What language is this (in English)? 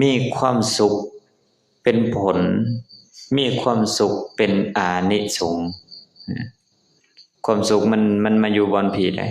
Lao